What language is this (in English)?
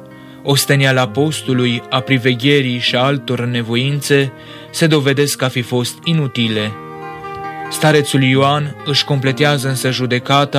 Romanian